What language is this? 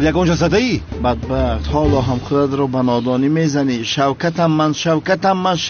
Tajik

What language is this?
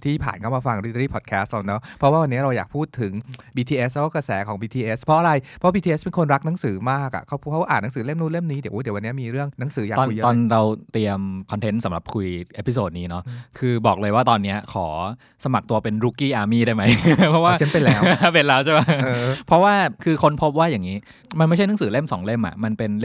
Thai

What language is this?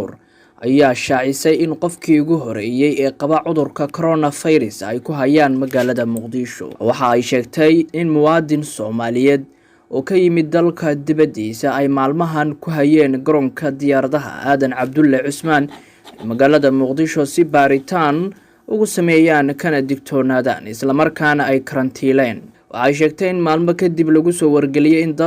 Somali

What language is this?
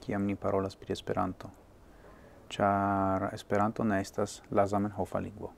Esperanto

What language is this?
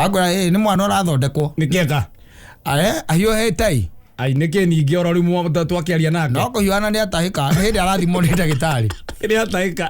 Kikuyu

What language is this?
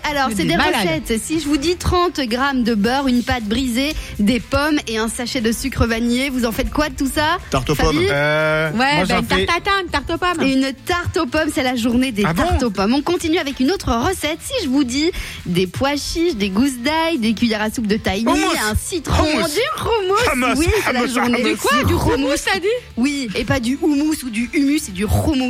French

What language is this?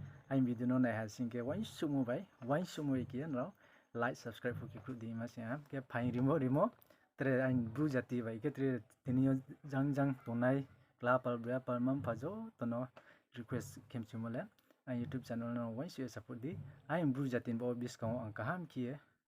Riang (India)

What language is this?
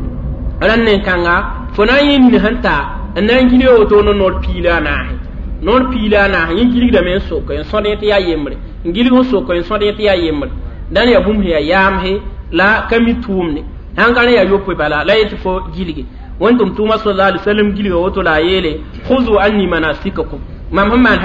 Mossi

